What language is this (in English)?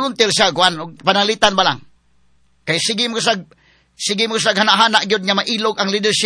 Cebuano